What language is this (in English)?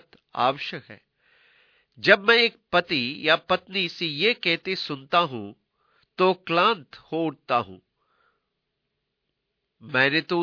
Hindi